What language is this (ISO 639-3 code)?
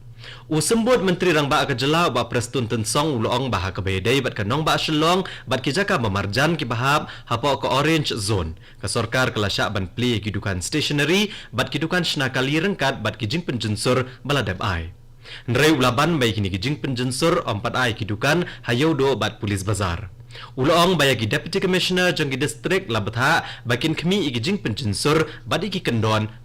kha